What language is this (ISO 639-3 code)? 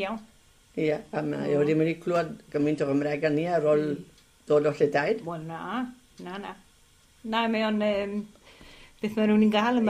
cym